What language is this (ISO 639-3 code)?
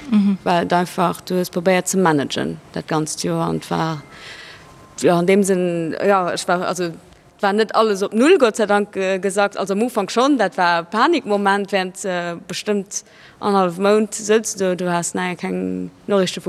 ltz